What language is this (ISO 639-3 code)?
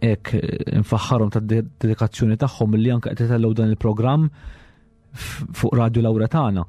mlt